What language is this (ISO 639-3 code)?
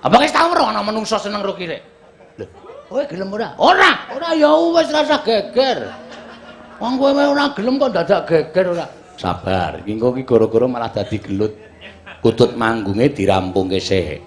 jav